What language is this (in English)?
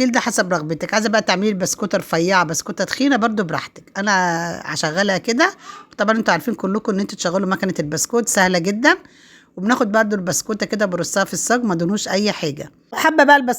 Egyptian Arabic